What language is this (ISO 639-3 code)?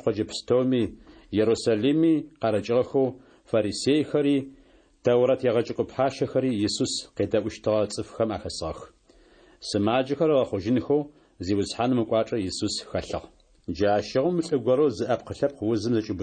ady